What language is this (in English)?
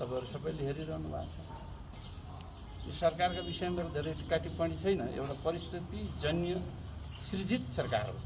Nepali